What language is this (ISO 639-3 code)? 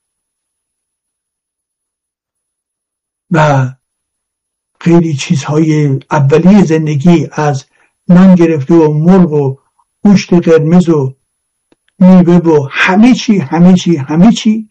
fas